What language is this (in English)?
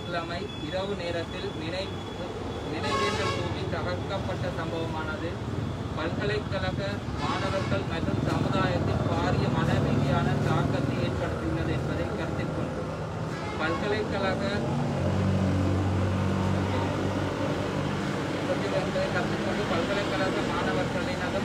Tamil